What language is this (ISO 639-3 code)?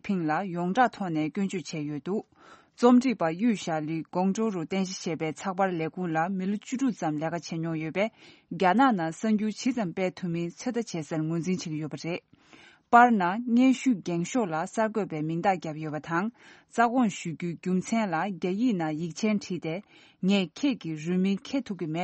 bod